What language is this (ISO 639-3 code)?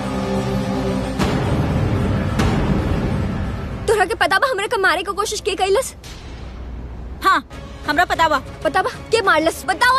bho